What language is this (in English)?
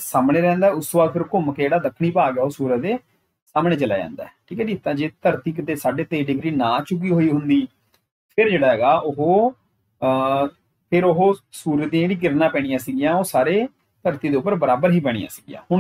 Punjabi